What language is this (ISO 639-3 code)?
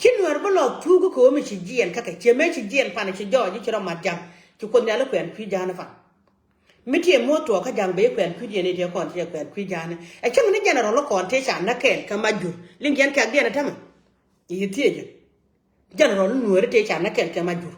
nus